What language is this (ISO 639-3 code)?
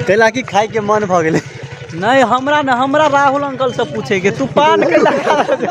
mai